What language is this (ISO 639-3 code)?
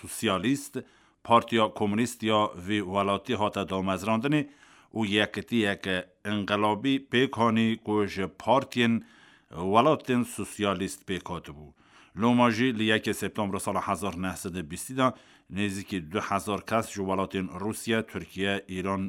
kur